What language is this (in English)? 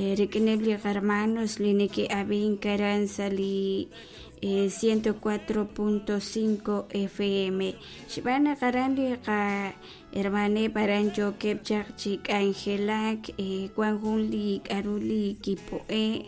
Kekchí